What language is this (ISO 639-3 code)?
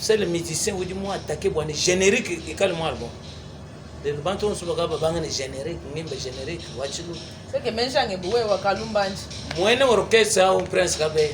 lua